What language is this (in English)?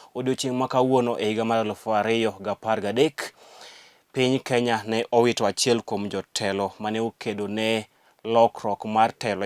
Luo (Kenya and Tanzania)